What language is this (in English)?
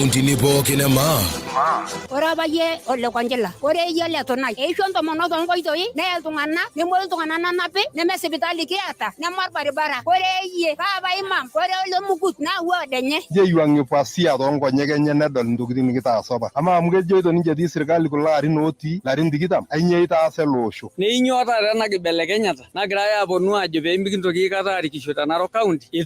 Masai